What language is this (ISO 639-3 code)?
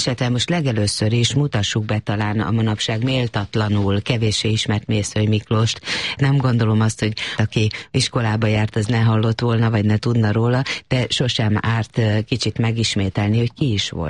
hun